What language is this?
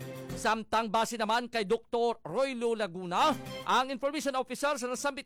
Hiligaynon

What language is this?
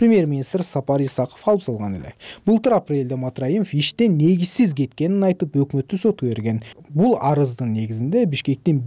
Kyrgyz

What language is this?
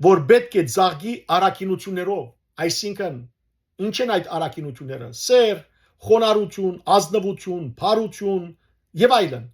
Western Armenian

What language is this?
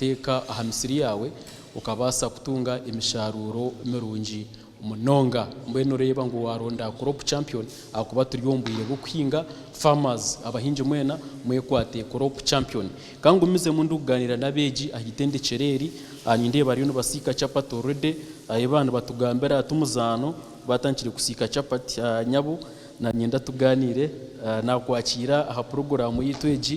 Nyankole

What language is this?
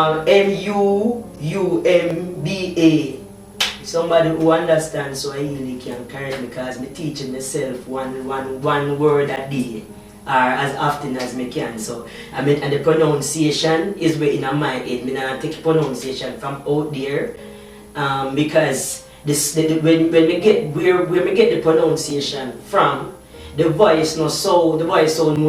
Jamaican Creole English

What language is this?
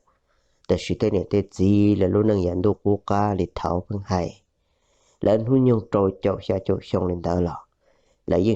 Hmong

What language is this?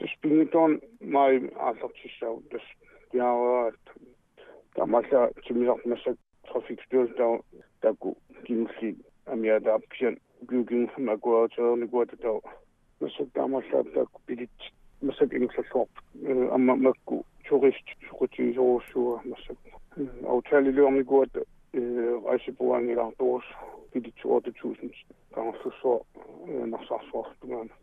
Kalaallisut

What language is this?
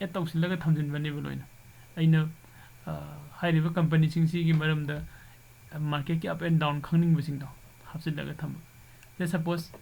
Manipuri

